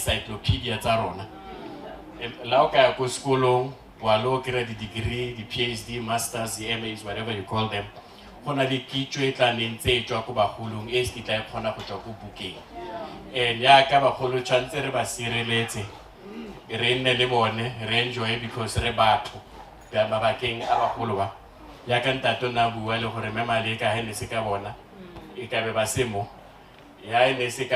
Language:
Northern Sotho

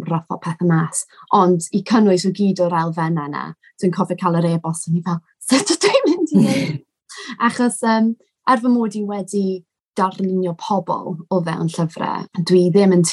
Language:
Welsh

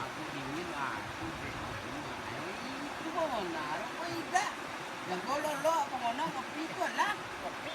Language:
Minangkabau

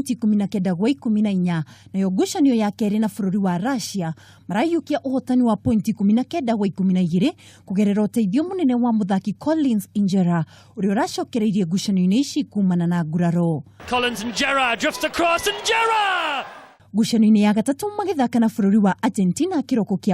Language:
Kikuyu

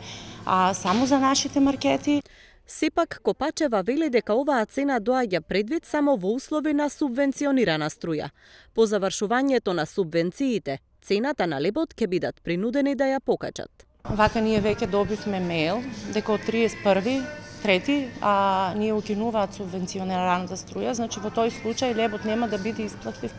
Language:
Macedonian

